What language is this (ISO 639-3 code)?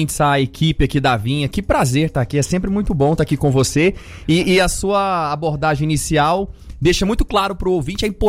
por